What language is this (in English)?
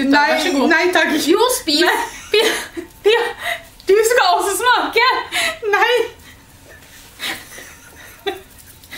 Norwegian